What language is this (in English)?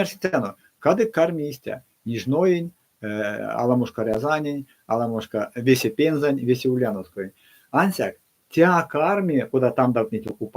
Erzya